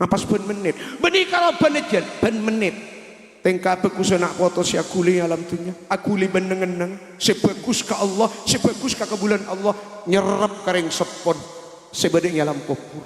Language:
Madurese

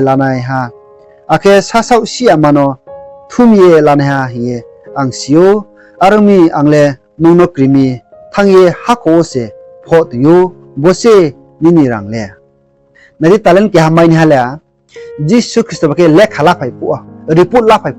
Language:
Riang (India)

